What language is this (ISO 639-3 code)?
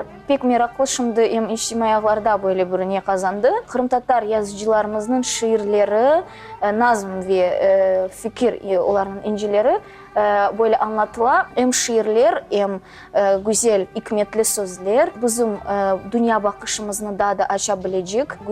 crh